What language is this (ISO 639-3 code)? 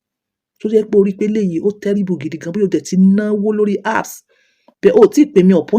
yor